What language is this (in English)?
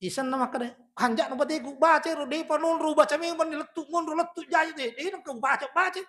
Buginese